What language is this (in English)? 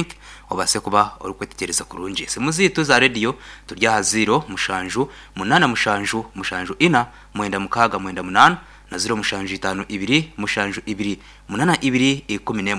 Nyankole